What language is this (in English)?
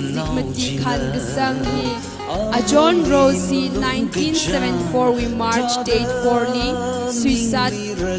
Tangkhul Naga (India)